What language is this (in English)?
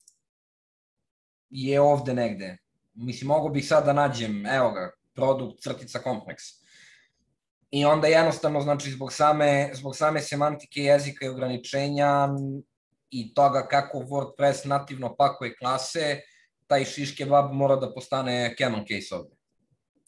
Serbian